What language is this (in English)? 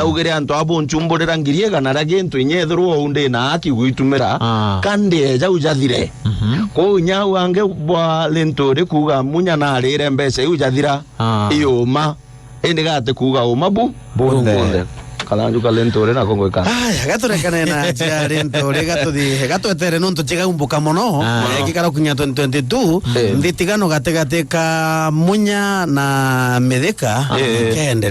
Meru